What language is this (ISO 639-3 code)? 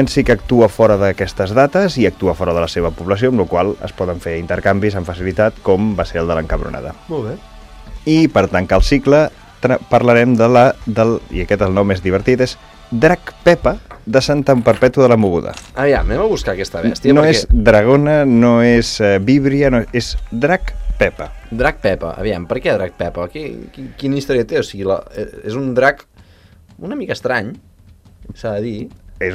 cat